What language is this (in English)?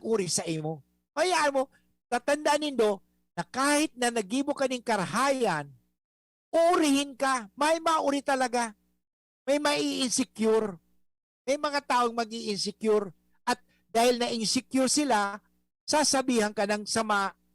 Bikol